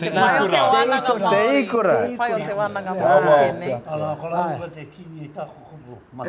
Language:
Māori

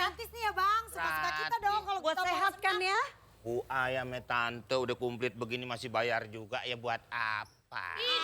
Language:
Betawi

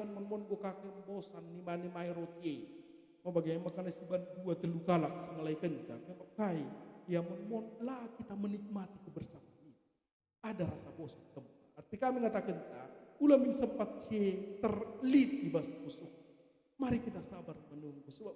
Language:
Batak Karo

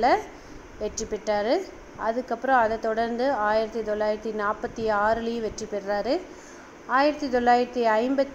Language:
Tamil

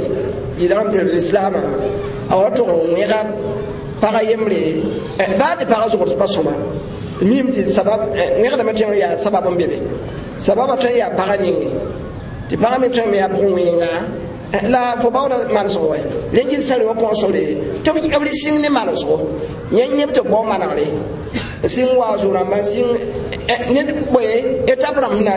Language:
Mossi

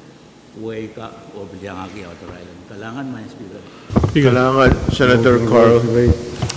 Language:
Pohnpeian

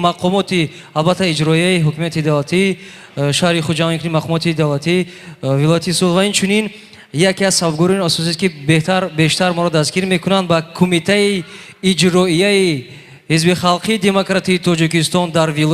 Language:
Tajik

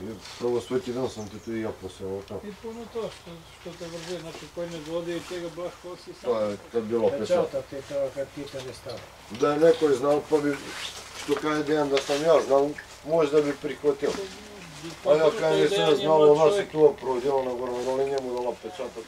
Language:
Serbian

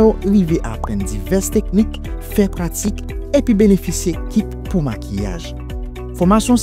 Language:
Haitian Creole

